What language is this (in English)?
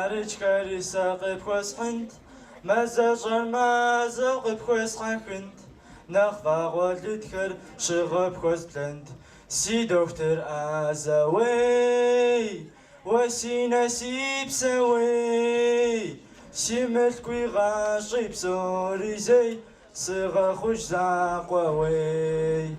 Kabardian